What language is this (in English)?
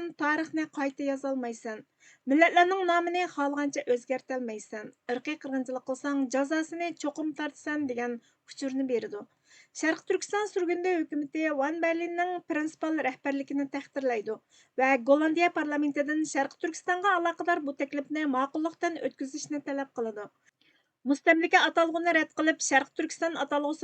Uyghur